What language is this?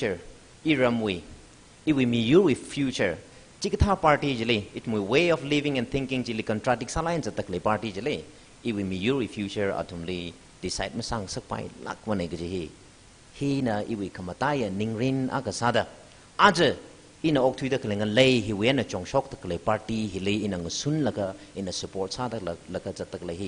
Tangkhul Naga (India)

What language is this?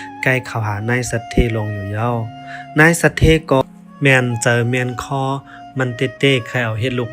Shan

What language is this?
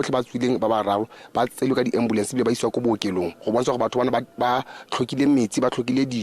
Tswana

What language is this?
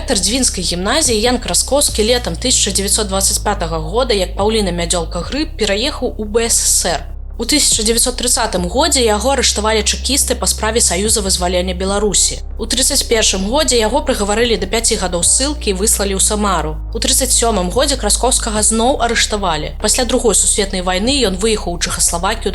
Belarusian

